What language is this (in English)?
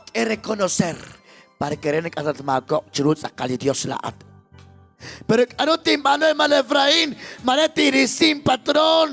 Kekchí